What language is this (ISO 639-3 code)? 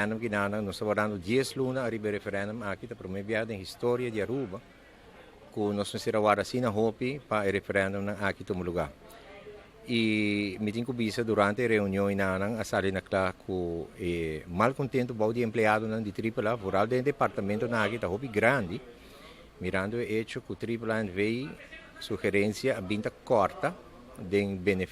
pap